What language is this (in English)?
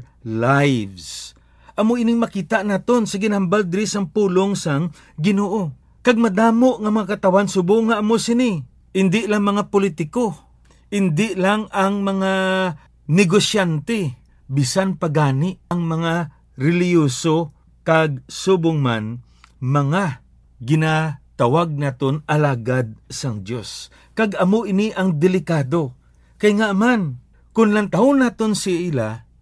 Hiligaynon